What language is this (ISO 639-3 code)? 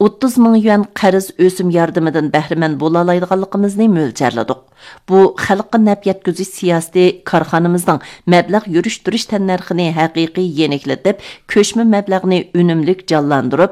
uig